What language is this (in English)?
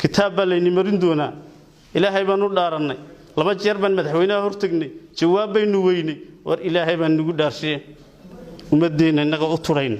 Somali